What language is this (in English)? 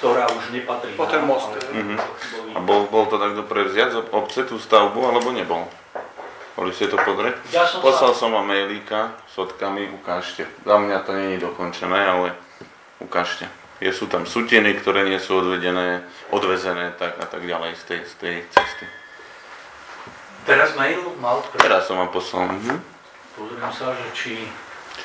Slovak